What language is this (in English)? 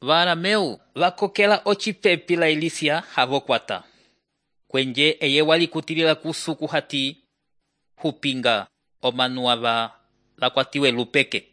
Umbundu